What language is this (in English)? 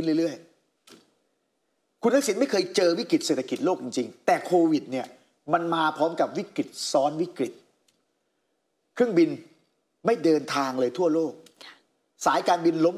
Thai